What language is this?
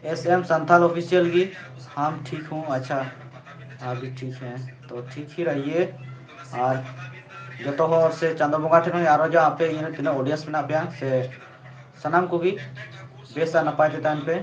Santali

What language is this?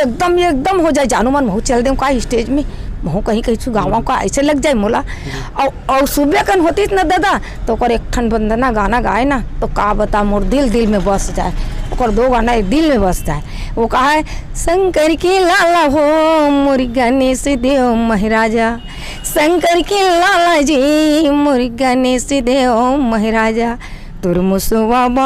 Chhattisgarhi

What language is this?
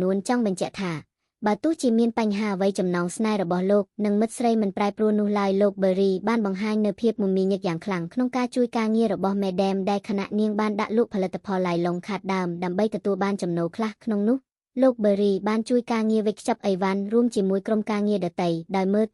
Khmer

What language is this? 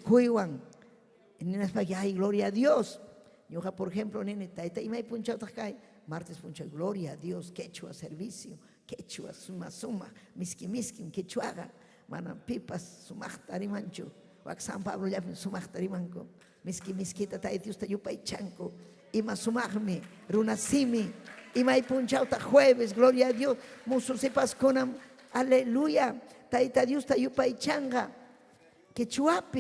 Ayacucho Quechua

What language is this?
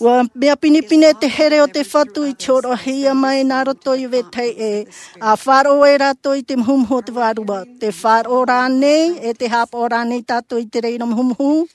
Tahitian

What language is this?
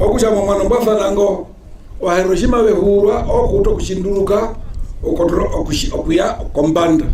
Herero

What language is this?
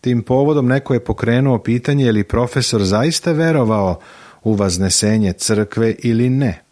Serbian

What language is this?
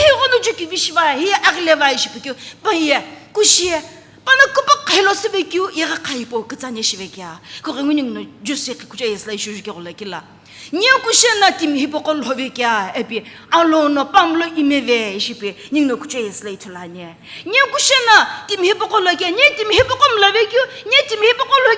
Sumi Naga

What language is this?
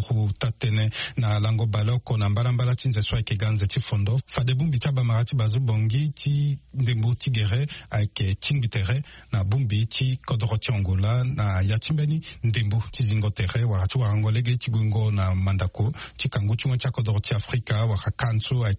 Sango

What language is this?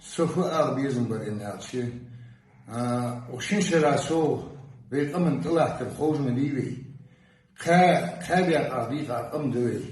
Ingush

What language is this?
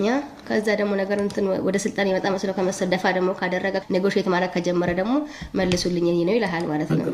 Amharic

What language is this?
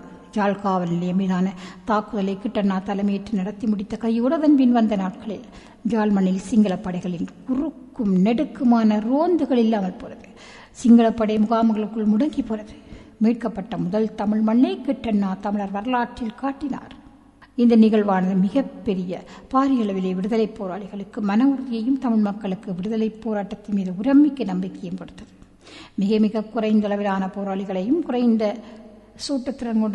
Tamil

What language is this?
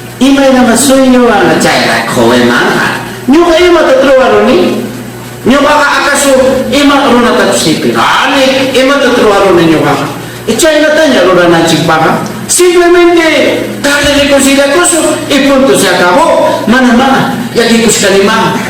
Ayacucho Quechua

